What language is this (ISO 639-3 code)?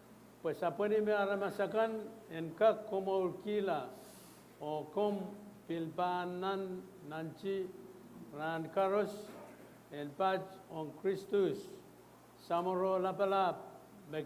pon